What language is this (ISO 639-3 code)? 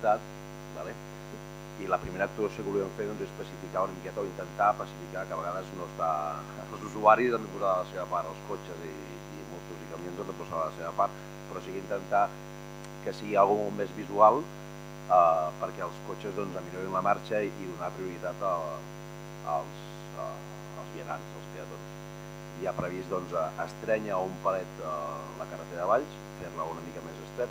cat